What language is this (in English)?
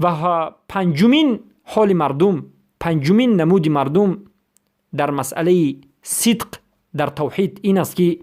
Persian